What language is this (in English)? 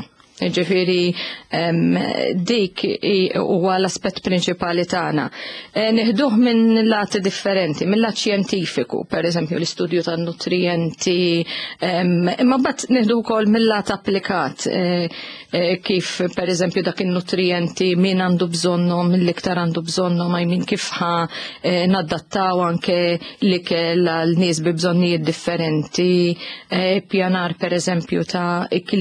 Maltese